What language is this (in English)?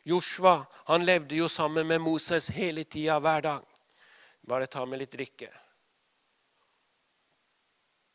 Norwegian